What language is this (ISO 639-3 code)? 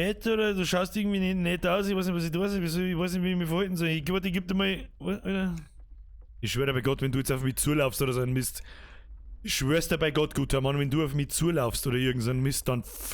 bar